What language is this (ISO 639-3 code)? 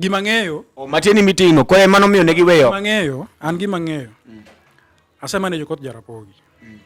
luo